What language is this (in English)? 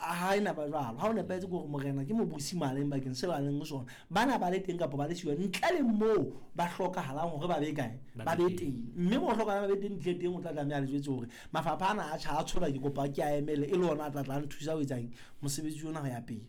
Southern Sotho